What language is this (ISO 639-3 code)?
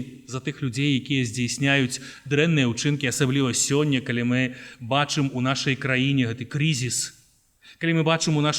bel